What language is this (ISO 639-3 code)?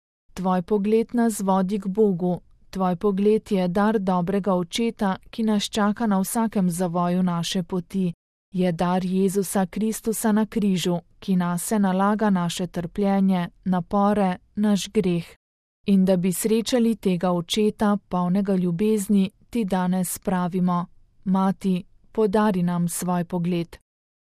slv